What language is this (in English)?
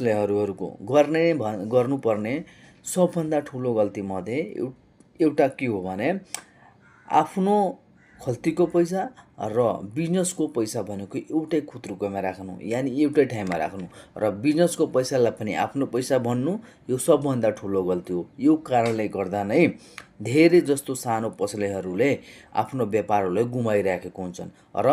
Nepali